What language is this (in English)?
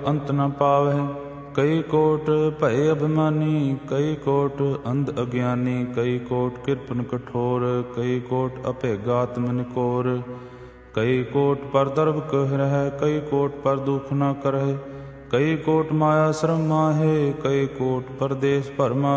Punjabi